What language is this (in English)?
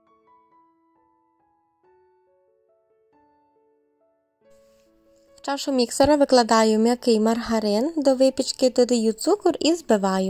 Ukrainian